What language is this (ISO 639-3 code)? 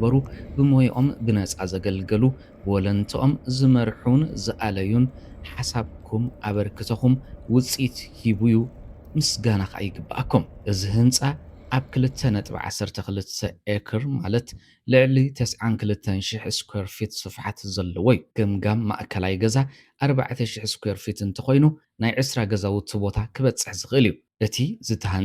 tir